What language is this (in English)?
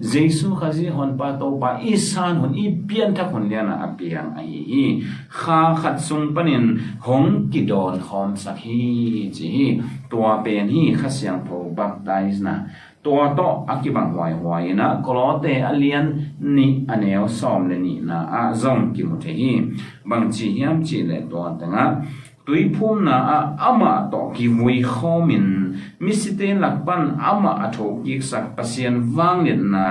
Tedim Chin